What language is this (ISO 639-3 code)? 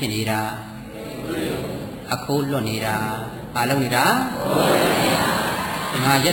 mya